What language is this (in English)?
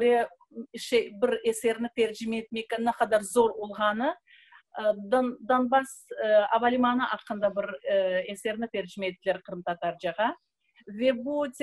Crimean Tatar